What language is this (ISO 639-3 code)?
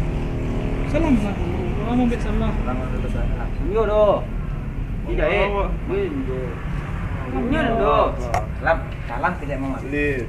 min